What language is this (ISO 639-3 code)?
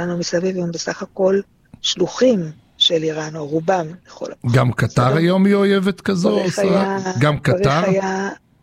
heb